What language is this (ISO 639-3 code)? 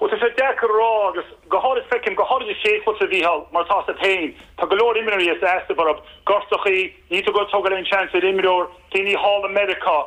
gle